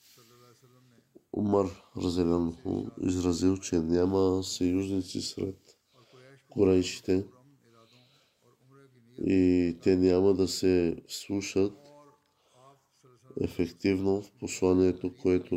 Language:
Bulgarian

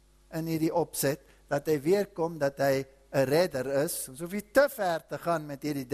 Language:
Afrikaans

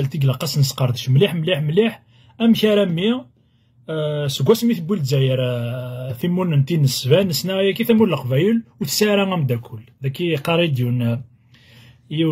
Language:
Kabyle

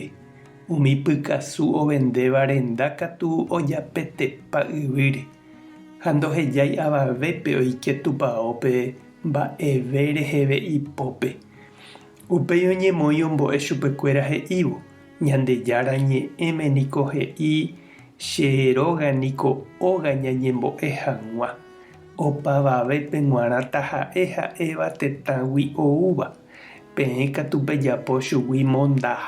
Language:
Guarani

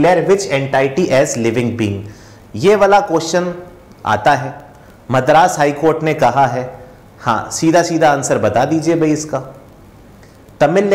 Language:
Hindi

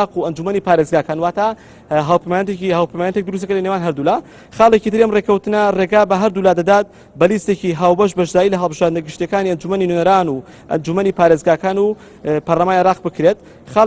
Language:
Central Kurdish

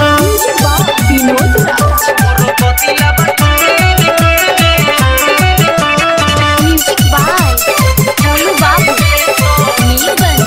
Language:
Bhojpuri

